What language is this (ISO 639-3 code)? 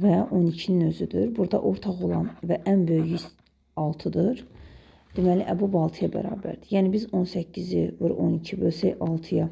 aze